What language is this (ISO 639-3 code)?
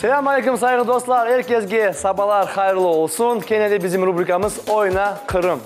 crh